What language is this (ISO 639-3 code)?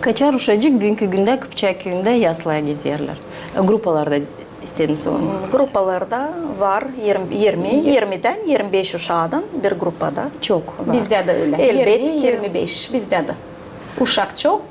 gag